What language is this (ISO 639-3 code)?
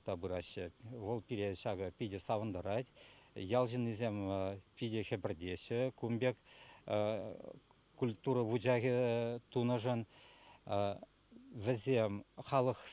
chv